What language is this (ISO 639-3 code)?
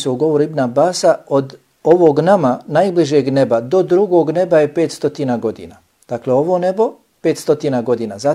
bos